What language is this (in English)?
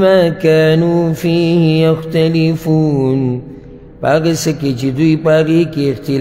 Pashto